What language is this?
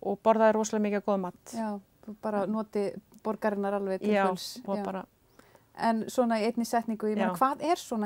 Icelandic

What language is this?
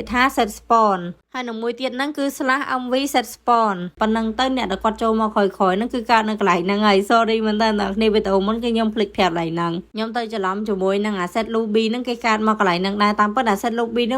Khmer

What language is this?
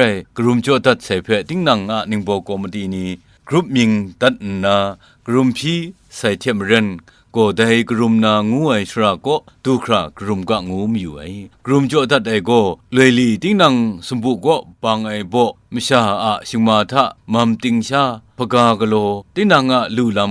Kachin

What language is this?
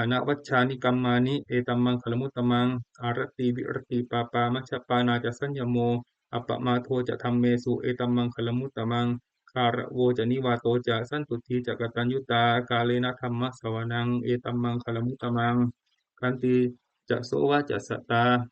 Pali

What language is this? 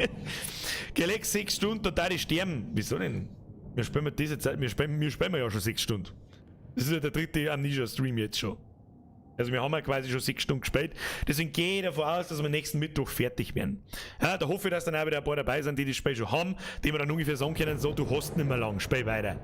Bavarian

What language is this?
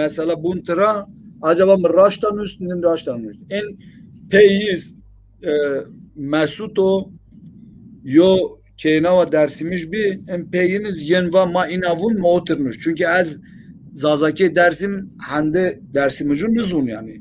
Zaza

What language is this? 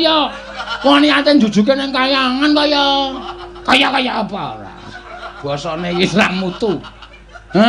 Javanese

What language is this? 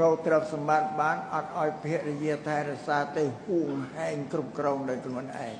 Khmer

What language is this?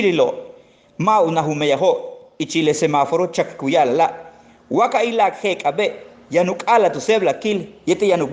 Yucateco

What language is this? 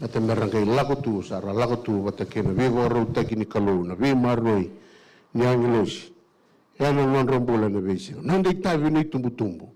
Fijian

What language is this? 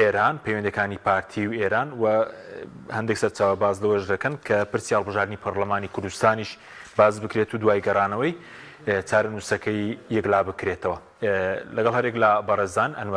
Central Kurdish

